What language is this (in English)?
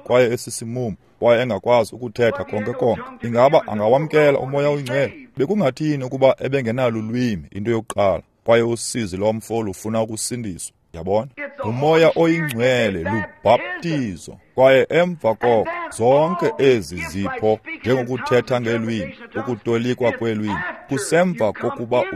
Xhosa